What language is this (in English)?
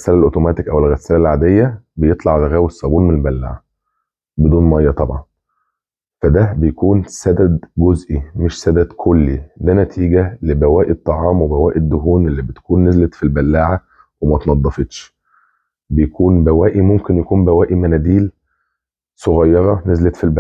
Egyptian Arabic